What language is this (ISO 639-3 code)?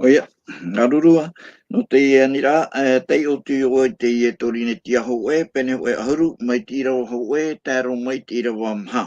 tah